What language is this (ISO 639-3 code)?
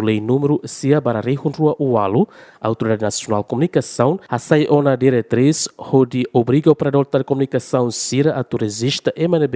tet